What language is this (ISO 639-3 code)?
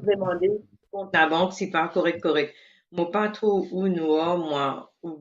mfe